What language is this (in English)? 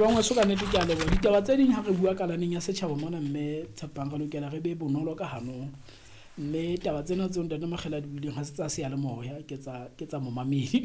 Southern Sotho